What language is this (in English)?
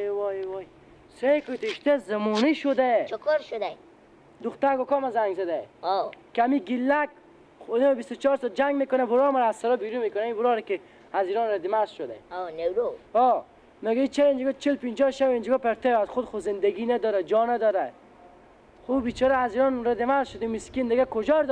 Persian